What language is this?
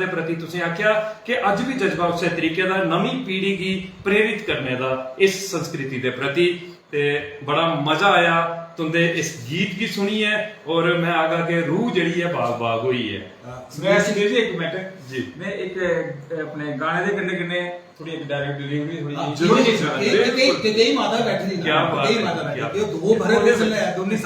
Dogri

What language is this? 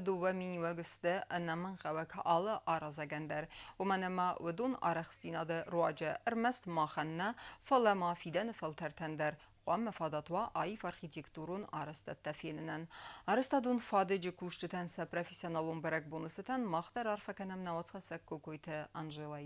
Ossetic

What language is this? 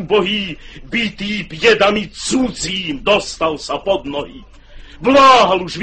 Slovak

